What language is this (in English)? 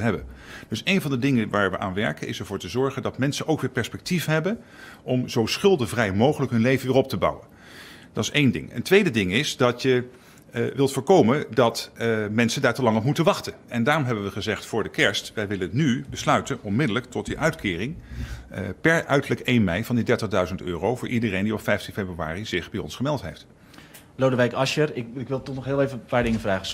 Dutch